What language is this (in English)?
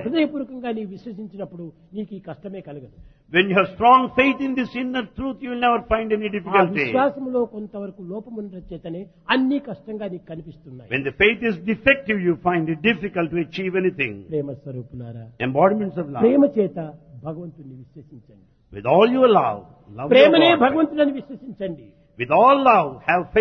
Telugu